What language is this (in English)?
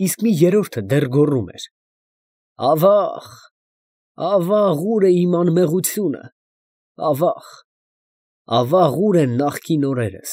Armenian